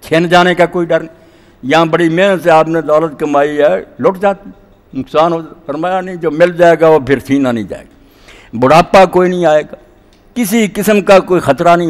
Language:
Urdu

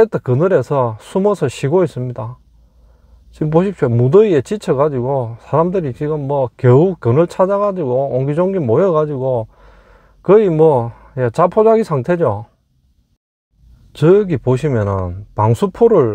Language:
Korean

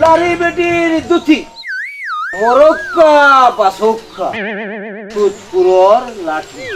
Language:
Sylheti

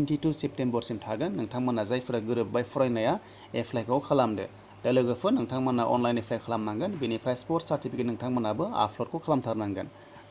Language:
Bodo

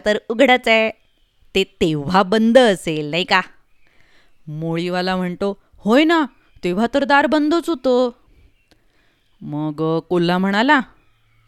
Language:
Marathi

